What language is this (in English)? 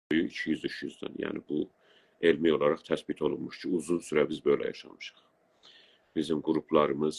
South Azerbaijani